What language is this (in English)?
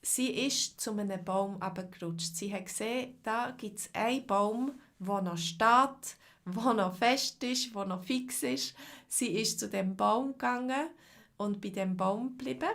Swiss German